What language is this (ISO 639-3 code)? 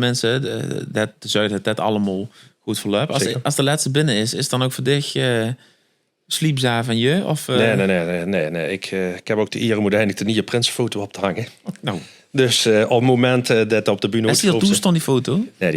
lim